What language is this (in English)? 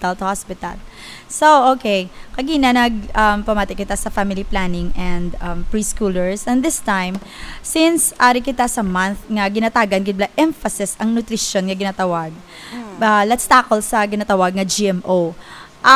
Hiligaynon